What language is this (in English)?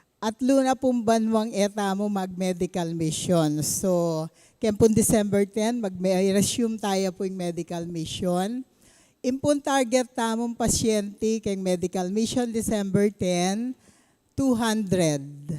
Pampanga